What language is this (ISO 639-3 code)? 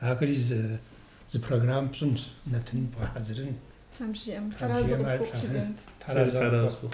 kbd